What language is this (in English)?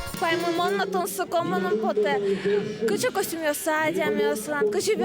Udmurt